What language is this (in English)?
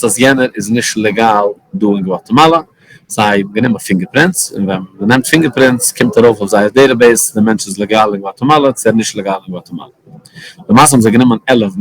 Yiddish